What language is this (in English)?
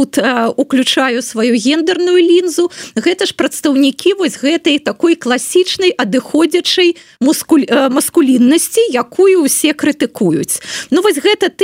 Belarusian